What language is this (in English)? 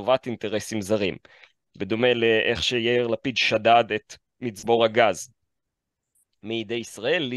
Hebrew